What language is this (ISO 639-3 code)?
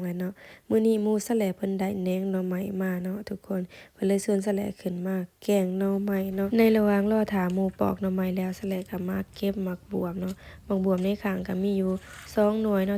lao